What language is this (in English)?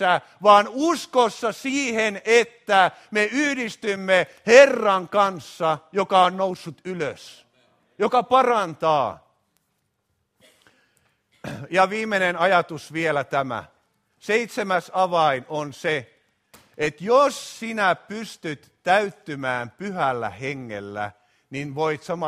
Finnish